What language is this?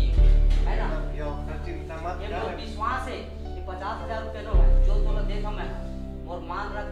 Chhattisgarhi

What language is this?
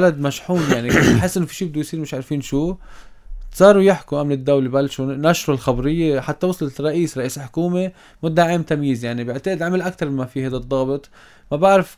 North Levantine Arabic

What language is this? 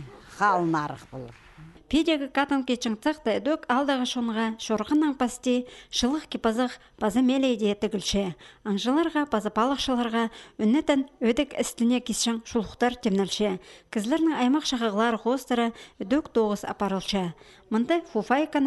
Khakas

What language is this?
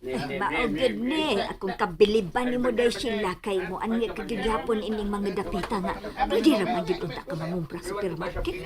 Cebuano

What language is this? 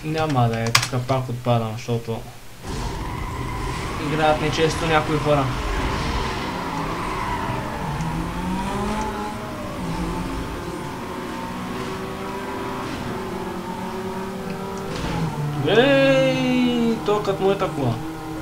Bulgarian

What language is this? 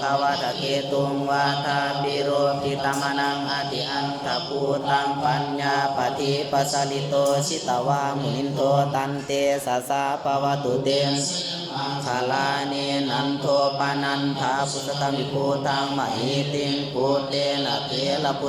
Pali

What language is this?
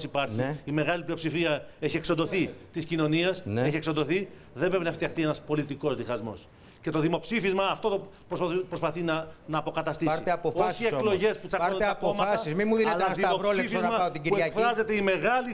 Greek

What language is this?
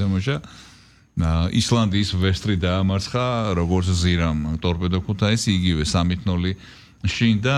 Georgian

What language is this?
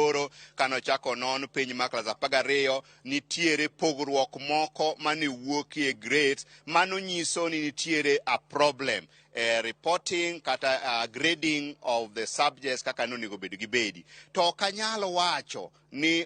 Luo (Kenya and Tanzania)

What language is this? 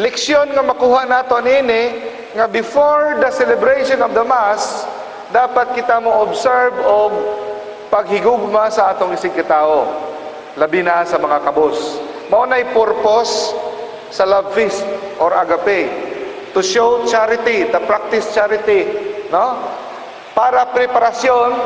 Cebuano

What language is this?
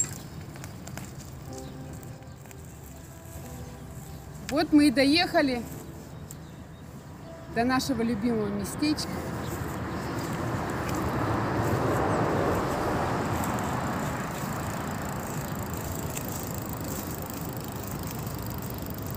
Russian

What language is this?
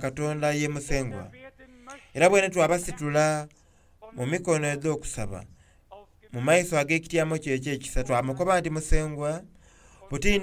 Soga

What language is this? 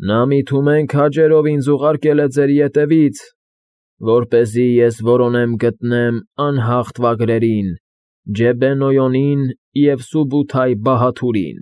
Armenian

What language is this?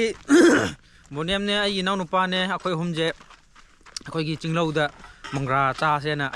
Manipuri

